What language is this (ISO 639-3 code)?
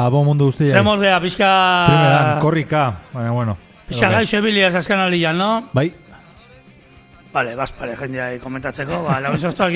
eus